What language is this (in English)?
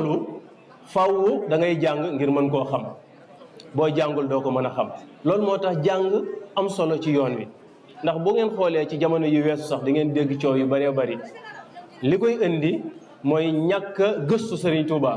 Wolof